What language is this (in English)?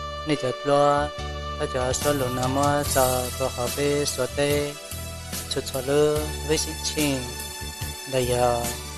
Hmong